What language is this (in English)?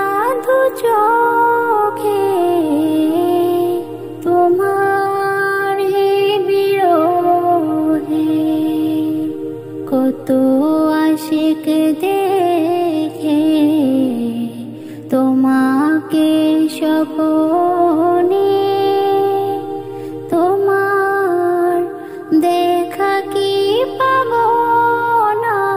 Bangla